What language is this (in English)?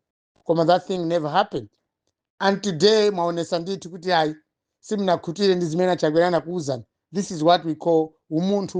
Nyanja